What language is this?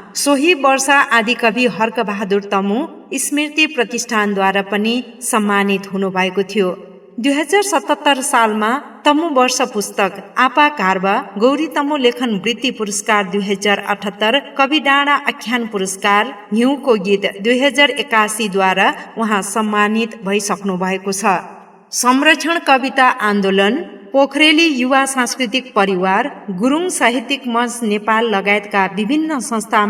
Nepali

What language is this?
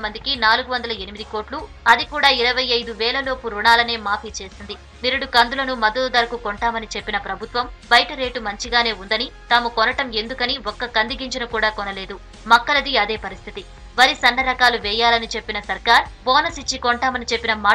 Telugu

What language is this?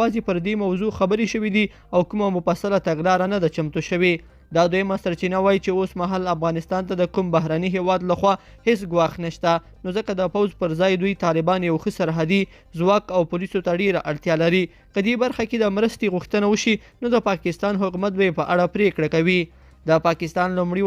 Pashto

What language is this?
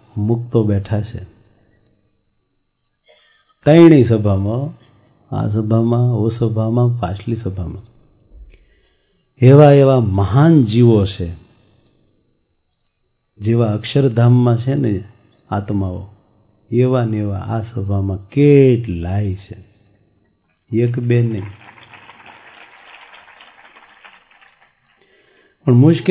Gujarati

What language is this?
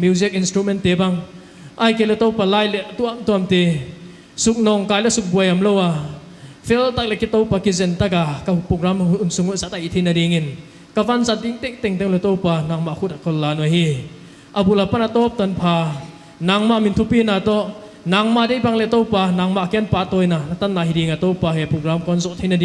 Paite Chin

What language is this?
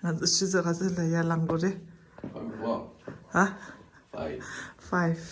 Tibetan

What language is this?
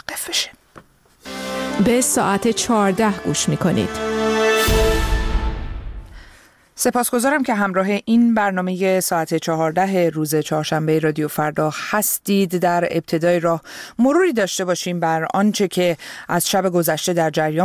Persian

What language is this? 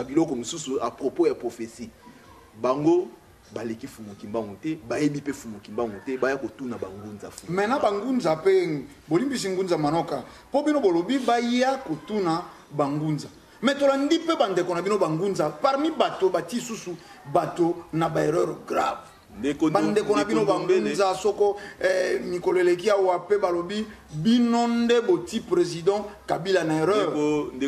Lingala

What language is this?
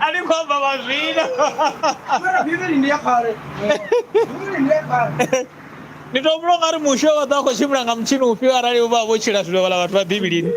Venda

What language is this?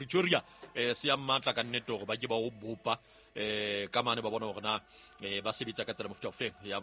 Southern Sotho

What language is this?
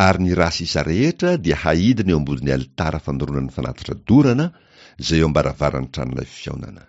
Malagasy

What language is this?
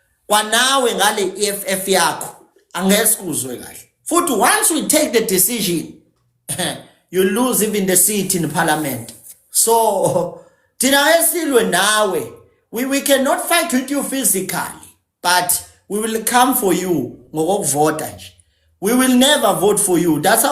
Zulu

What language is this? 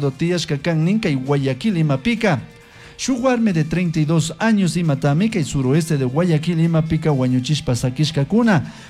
Chimborazo Highland Quichua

